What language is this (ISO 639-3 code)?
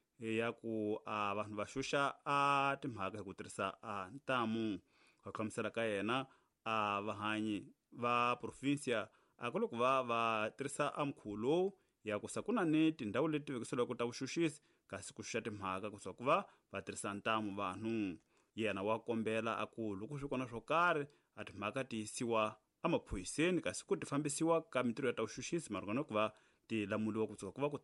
tso